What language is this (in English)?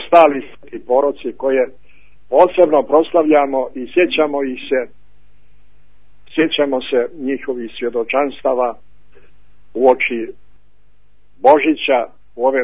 Croatian